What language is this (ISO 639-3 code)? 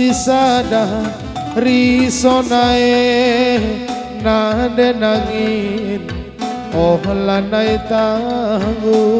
btx